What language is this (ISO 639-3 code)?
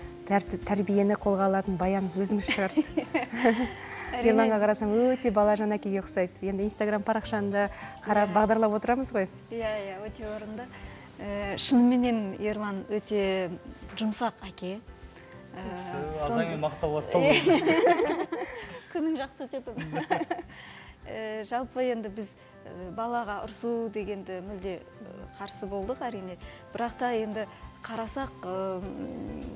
kaz